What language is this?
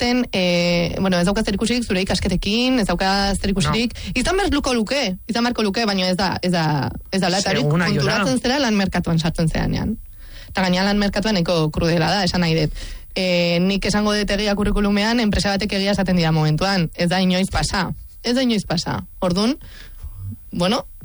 Basque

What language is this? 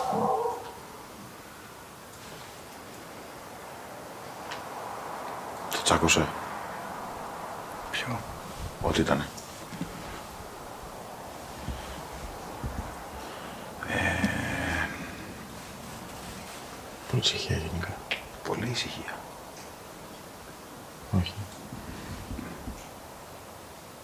Greek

